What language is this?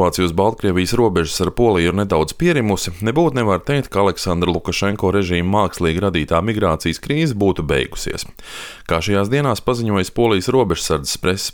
Latvian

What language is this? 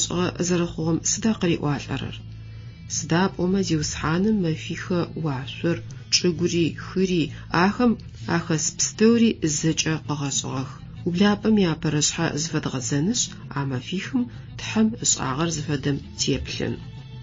Adyghe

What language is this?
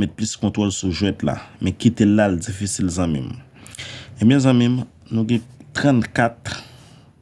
Haitian Creole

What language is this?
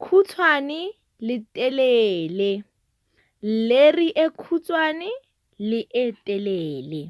Tswana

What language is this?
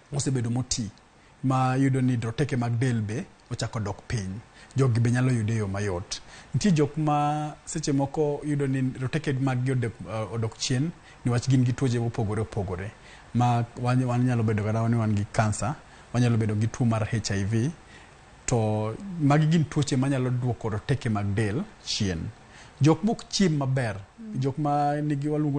Luo (Kenya and Tanzania)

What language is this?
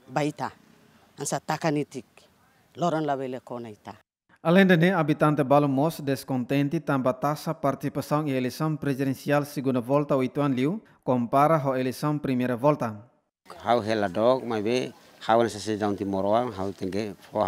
Tetum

